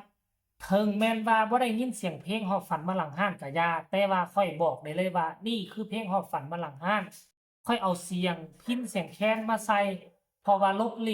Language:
Northeastern Thai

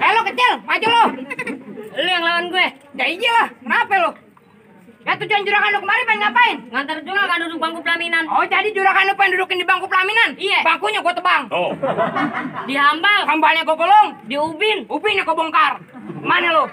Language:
Betawi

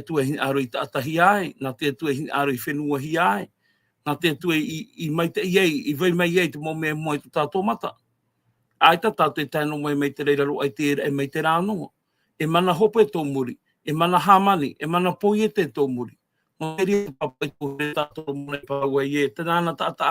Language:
Tahitian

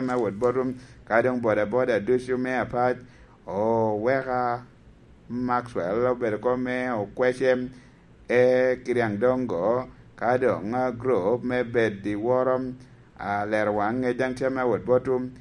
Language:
Lango (Uganda)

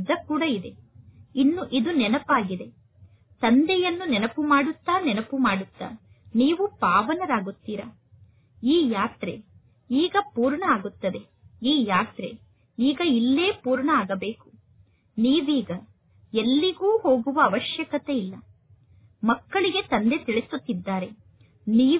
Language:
Kannada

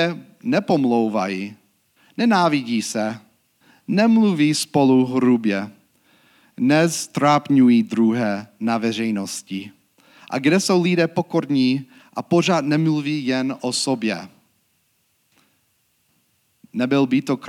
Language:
Czech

